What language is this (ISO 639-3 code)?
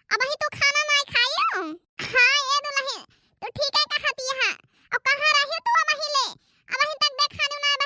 awa